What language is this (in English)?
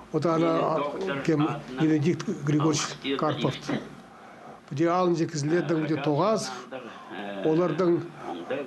Khakas